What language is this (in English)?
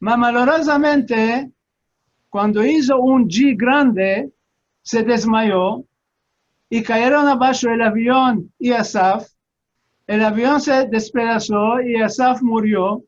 Ladino